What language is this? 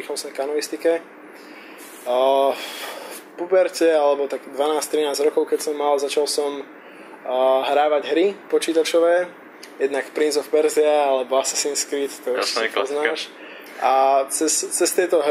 Slovak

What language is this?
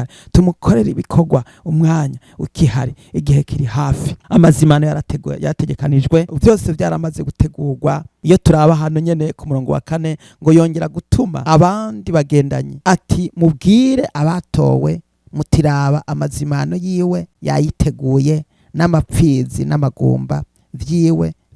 Rundi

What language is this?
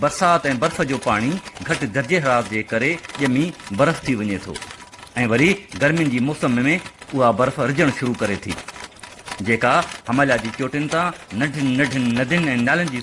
Sindhi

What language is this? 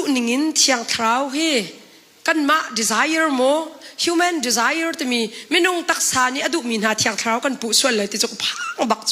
Hakha Chin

